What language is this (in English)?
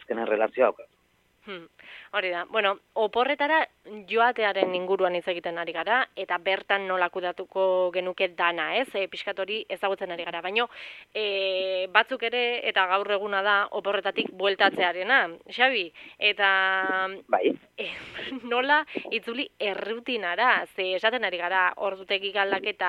Basque